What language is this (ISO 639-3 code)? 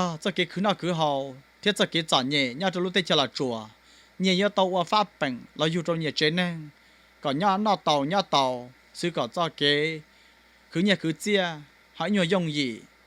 hmn